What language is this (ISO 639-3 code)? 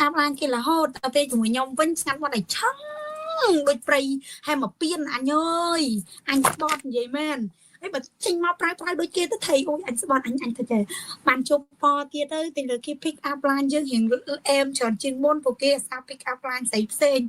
khm